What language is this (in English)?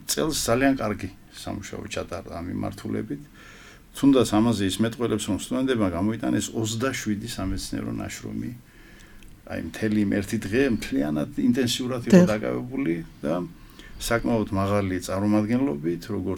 Georgian